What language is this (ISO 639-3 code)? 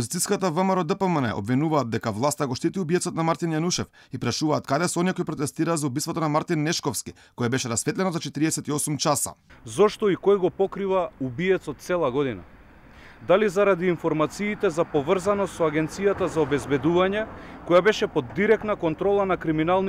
mkd